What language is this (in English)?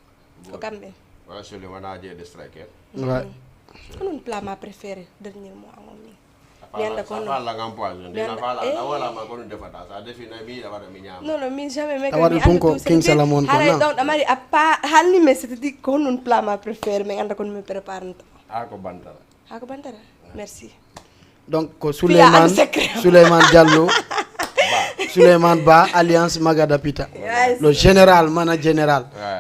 Fula